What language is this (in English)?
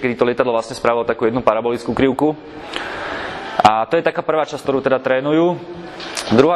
Slovak